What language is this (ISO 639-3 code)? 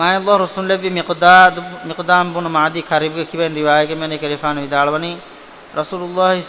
div